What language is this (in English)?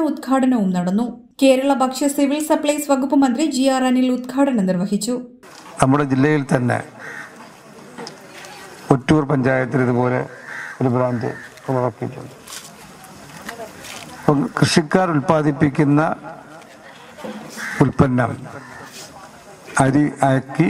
Malayalam